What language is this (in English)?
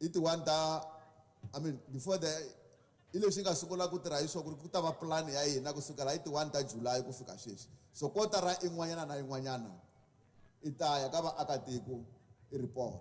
Tsonga